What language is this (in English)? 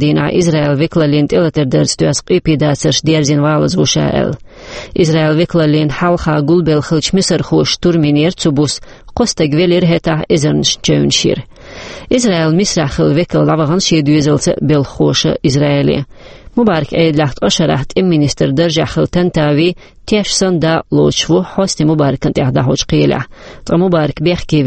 Chechen